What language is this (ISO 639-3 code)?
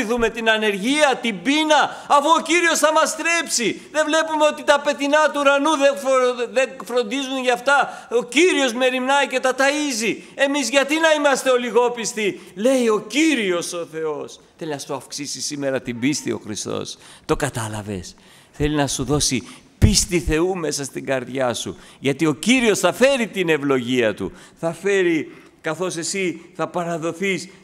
ell